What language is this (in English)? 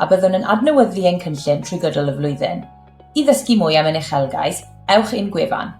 Welsh